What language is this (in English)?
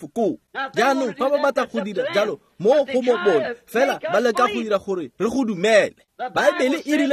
Tswana